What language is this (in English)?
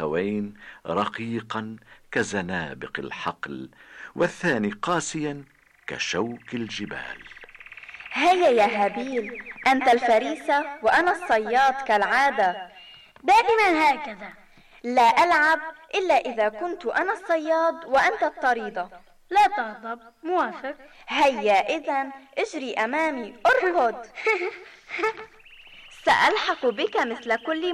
Arabic